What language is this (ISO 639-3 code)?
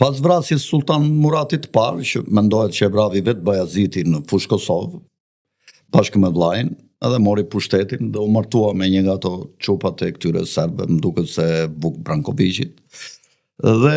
sqi